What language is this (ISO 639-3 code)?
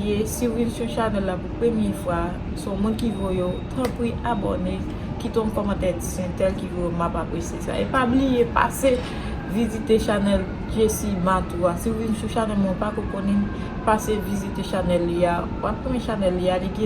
hat